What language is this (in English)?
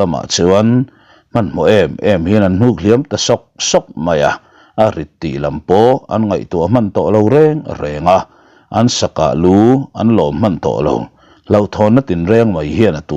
Mizo